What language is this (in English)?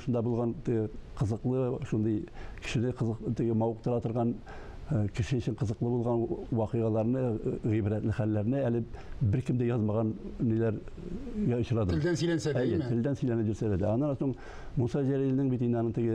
Tatar